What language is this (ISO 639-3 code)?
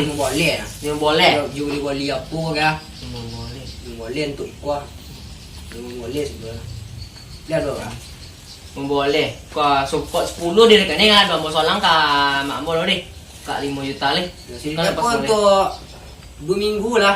min